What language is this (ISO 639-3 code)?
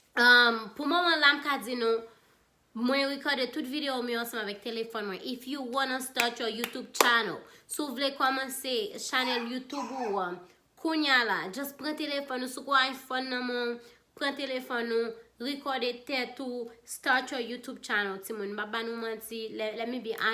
hat